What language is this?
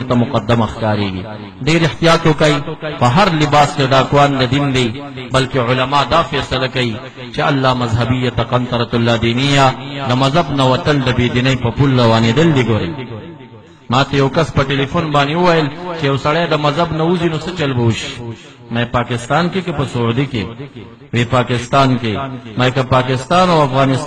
Pashto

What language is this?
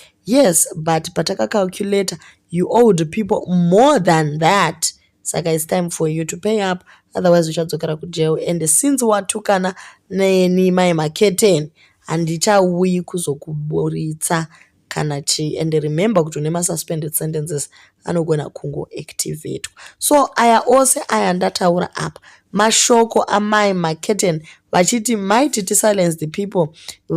Shona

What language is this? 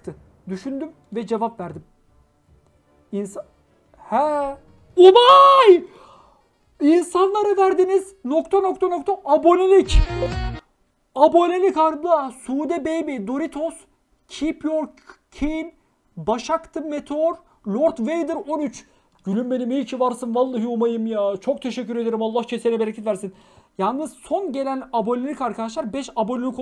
Turkish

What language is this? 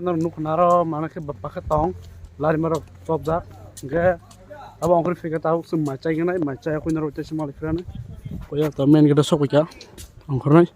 Kok Borok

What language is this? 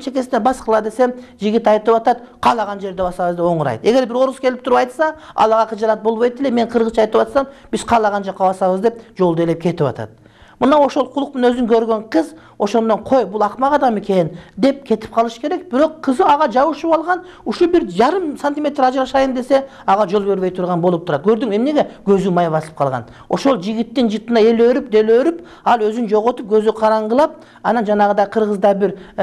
Kyrgyz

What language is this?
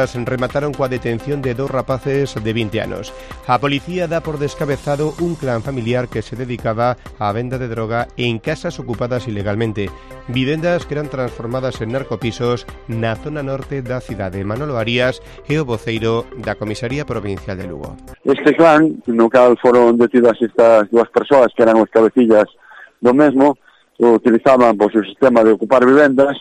Galician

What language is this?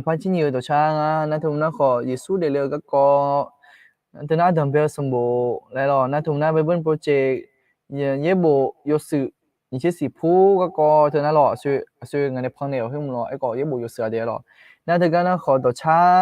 Akha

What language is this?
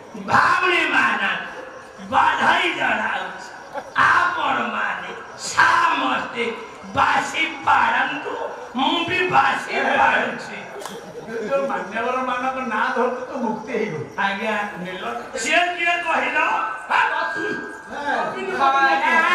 Odia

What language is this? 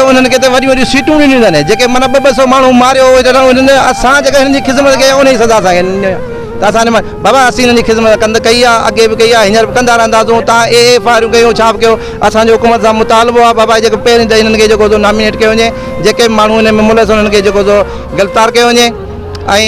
Sindhi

